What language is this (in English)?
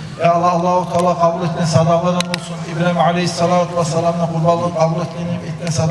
Kumyk